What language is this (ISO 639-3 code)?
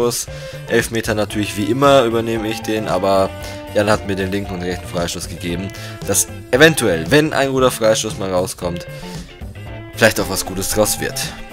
deu